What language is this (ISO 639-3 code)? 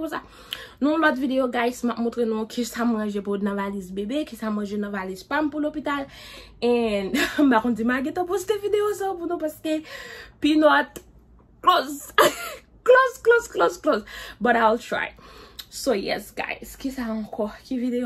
hat